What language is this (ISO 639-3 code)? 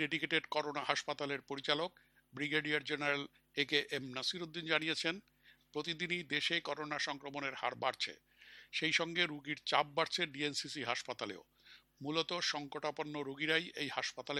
ben